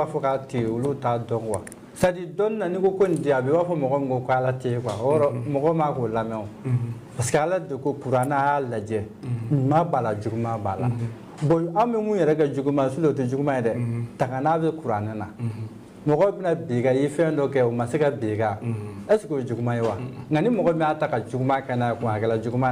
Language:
Bambara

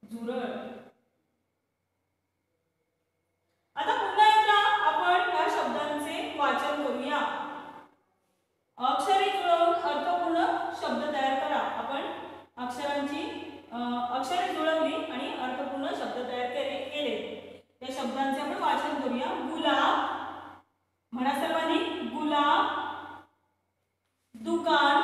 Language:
Marathi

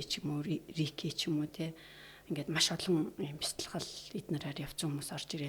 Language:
Mongolian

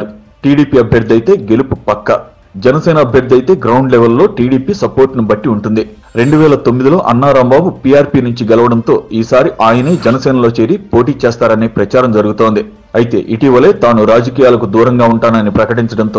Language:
Telugu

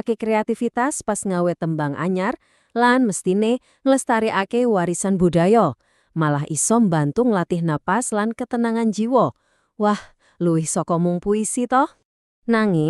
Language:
Javanese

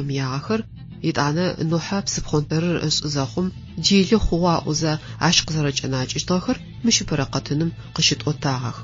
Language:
Adyghe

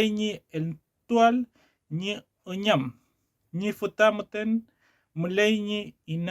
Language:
Mapuche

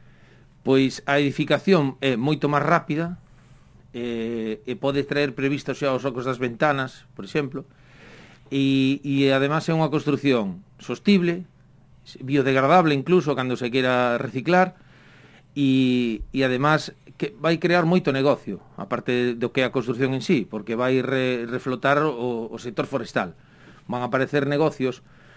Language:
Galician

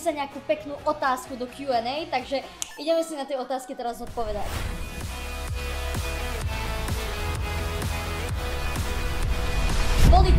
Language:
Slovak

